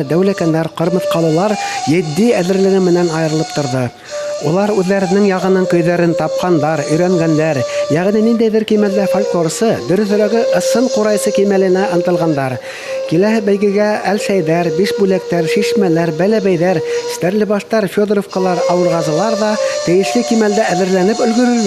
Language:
Bashkir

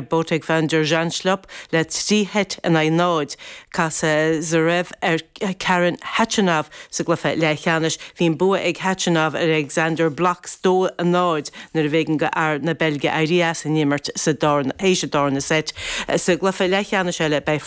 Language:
Irish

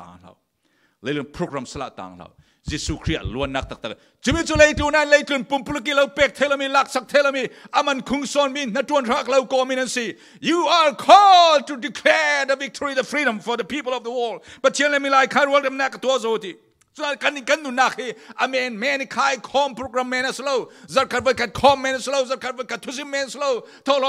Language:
Falam Chin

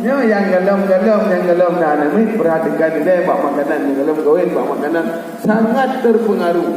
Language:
Achinese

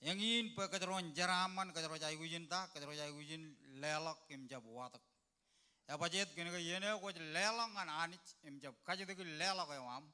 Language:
Marshallese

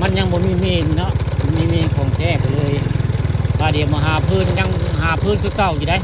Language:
Northeastern Thai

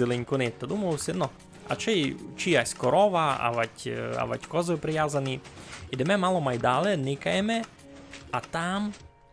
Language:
Rusyn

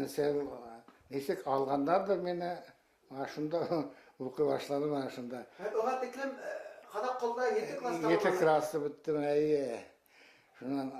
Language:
Bashkir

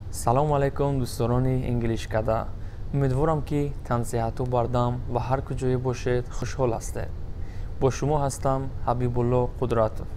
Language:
Tajik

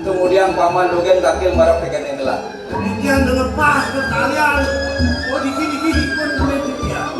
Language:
Balinese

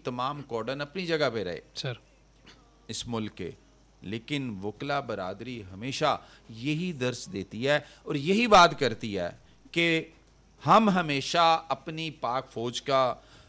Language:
Urdu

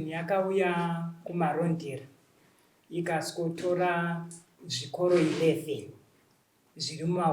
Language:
Shona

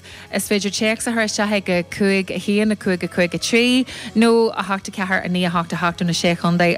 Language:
Irish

